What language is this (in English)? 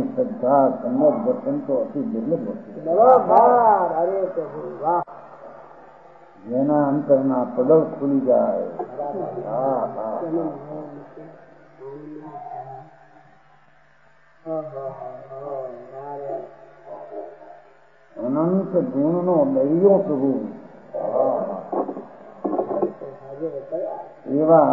Gujarati